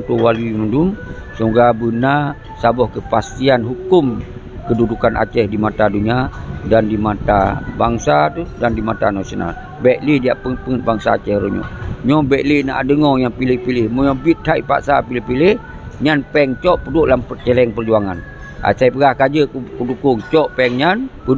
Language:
Achinese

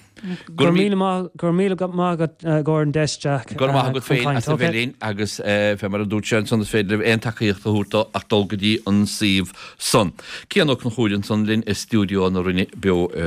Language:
Irish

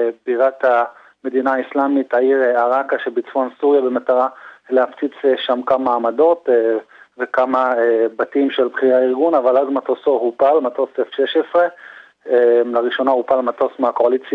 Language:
Hebrew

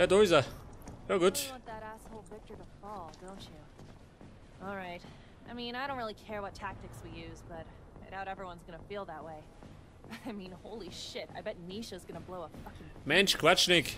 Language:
Bavarian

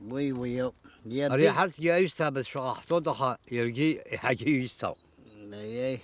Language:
Abkhazian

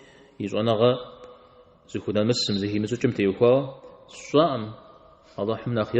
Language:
Kabardian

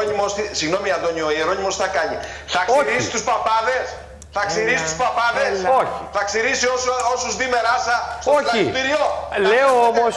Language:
Greek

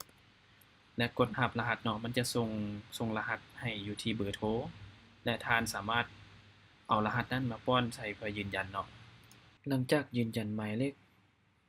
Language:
Lao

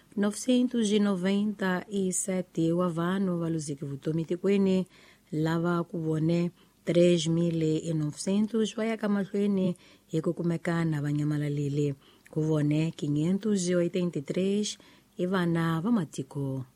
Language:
Tsonga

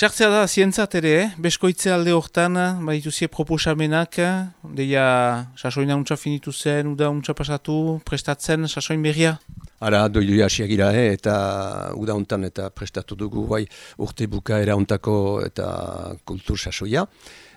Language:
Basque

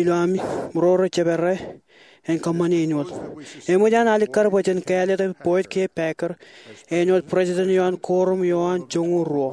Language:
Marshallese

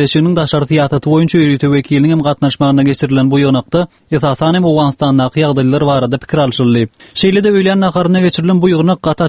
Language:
Turkmen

